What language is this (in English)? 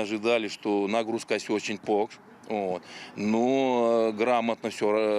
Erzya